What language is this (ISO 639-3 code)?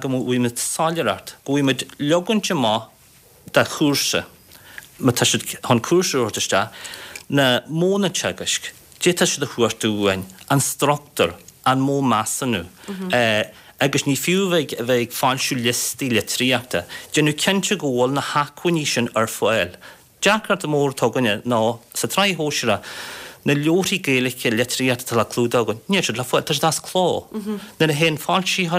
gle